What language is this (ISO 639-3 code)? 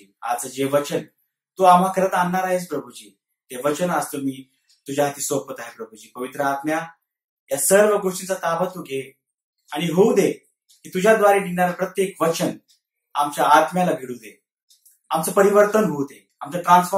mar